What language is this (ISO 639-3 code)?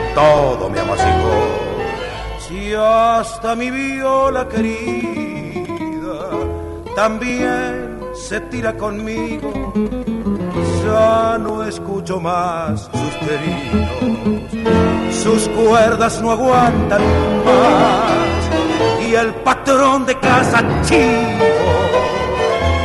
spa